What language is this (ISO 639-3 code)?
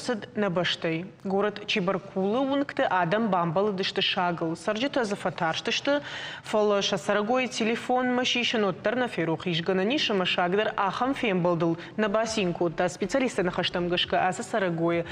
oss